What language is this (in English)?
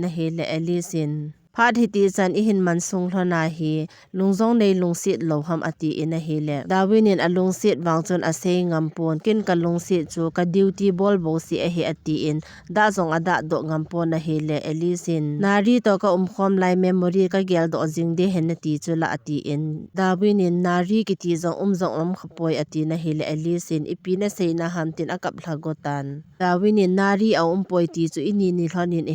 Thado Chin